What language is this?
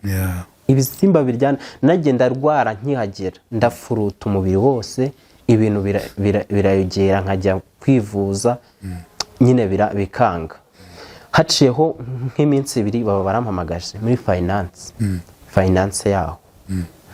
Kinyarwanda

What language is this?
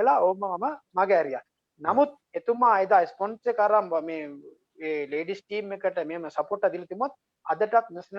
Sinhala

